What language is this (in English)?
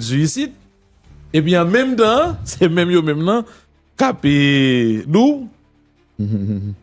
Haitian Creole